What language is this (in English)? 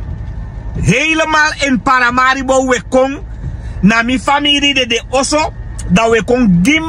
Sranan Tongo